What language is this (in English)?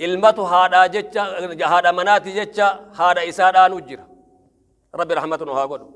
Oromo